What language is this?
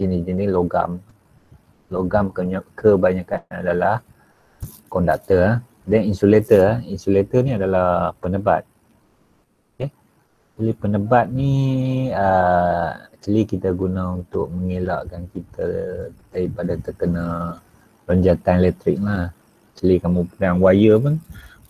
Malay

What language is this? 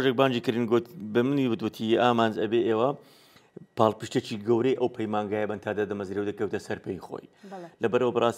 Central Kurdish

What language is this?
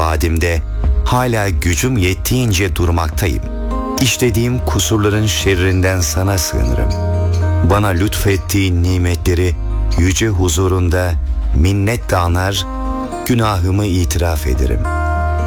Turkish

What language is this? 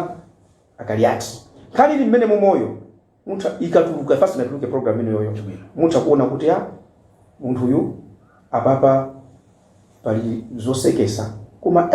Nyanja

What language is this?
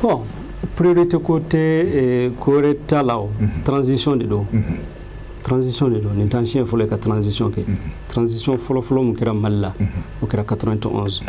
Bambara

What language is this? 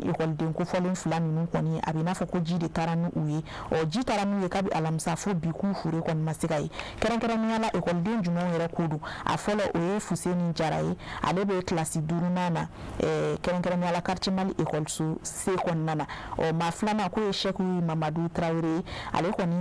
Bambara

